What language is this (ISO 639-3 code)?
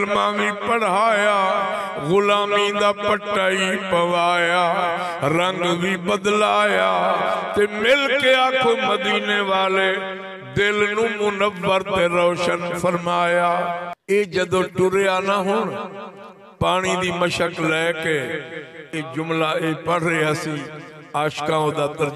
skr